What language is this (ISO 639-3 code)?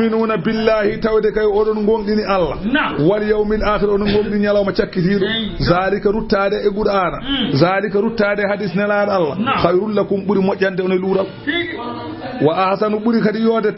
ful